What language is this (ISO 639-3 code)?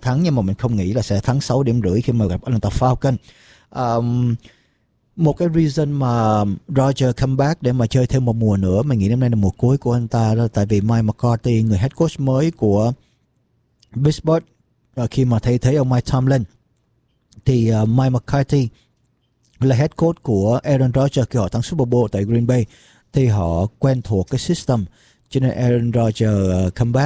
vie